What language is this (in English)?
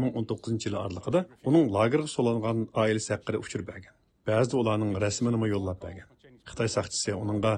Uyghur